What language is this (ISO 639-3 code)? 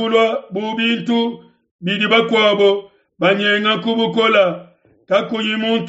lua